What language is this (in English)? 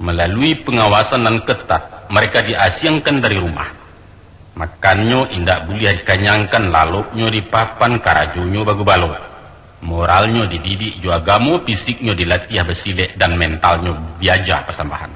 Minangkabau